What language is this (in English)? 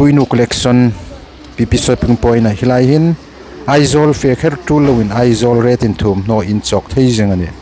Hmar